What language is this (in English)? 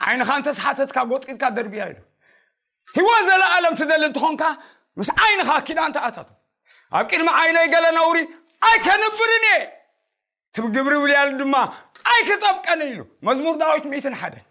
Tigrinya